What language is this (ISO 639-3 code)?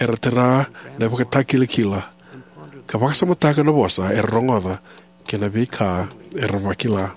fij